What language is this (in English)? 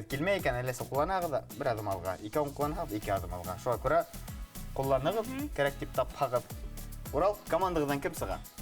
Bashkir